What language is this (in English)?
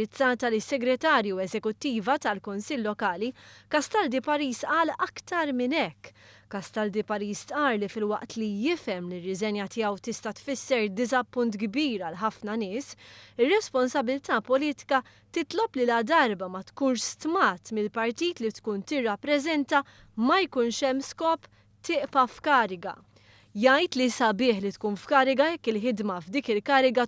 Maltese